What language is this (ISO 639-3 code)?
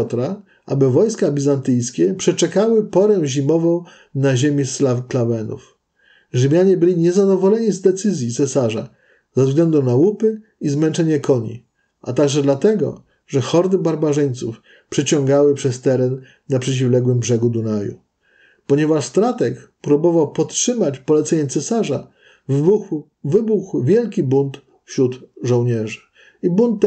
pol